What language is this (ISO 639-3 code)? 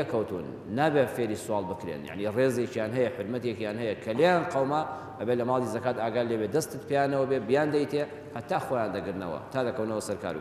ckb